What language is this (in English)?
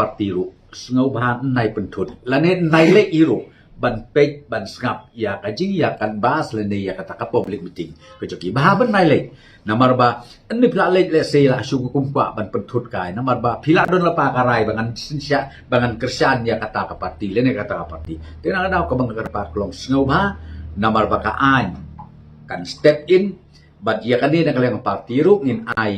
Khasi